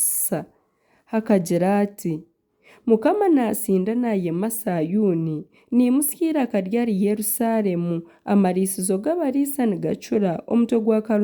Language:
Nyankole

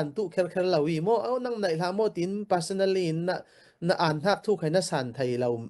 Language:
Falam Chin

